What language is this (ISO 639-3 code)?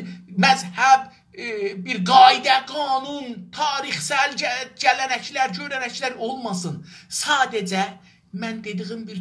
azb